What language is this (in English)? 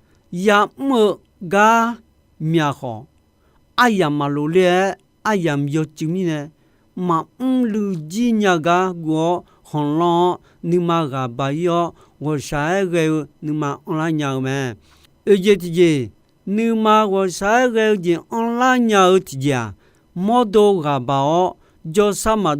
Akha